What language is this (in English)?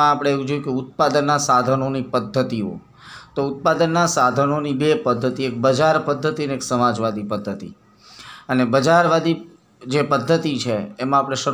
Gujarati